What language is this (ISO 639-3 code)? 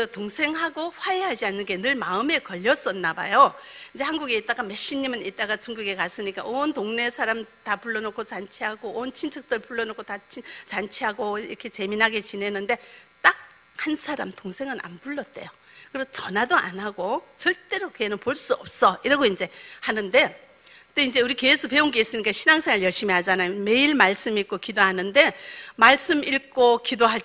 kor